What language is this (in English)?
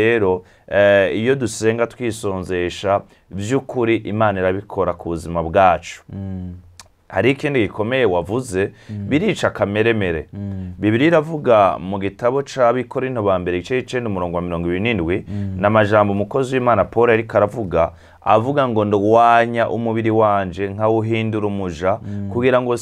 Rundi